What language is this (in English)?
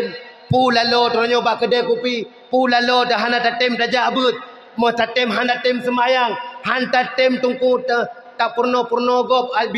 Achinese